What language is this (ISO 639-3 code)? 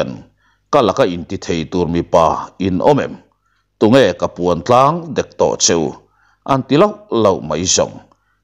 lus